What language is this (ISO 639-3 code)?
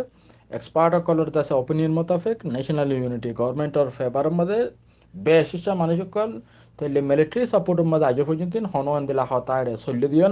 rhg